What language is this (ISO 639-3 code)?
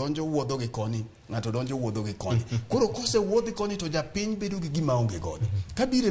luo